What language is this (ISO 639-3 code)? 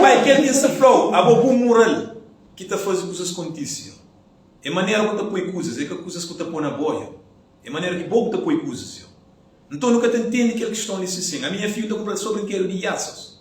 kea